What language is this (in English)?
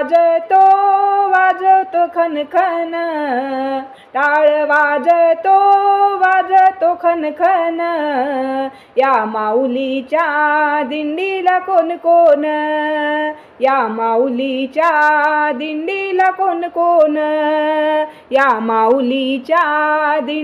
Marathi